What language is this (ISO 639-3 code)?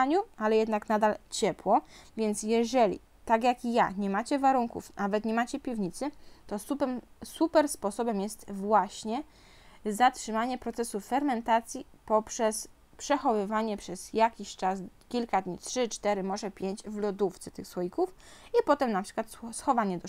pol